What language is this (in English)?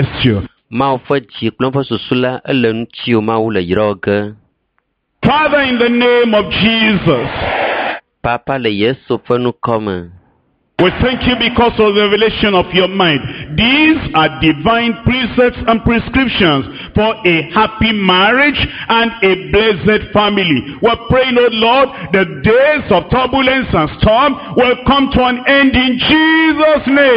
Ewe